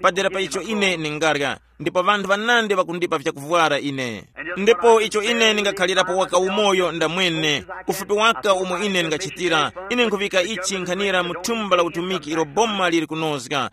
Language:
Tumbuka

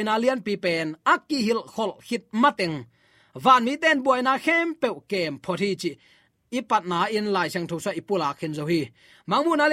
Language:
Tedim Chin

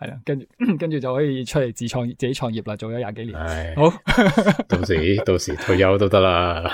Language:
Cantonese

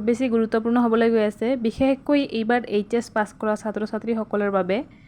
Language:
Assamese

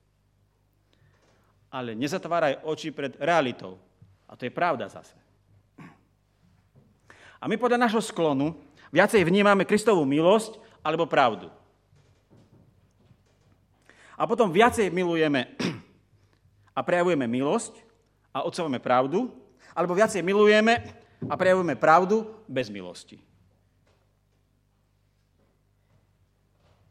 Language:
Slovak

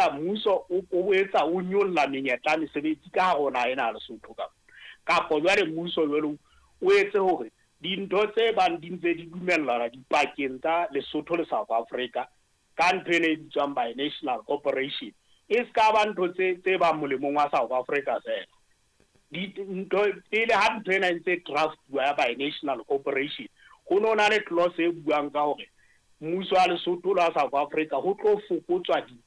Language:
Southern Sotho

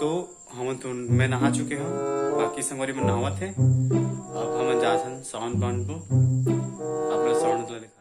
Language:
Chhattisgarhi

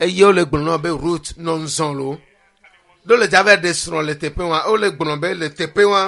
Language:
Ewe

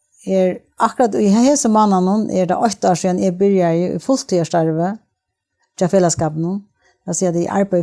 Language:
Faroese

